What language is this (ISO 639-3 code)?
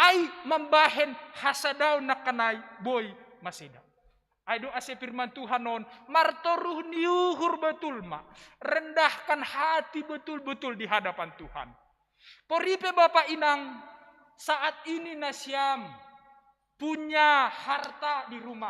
bts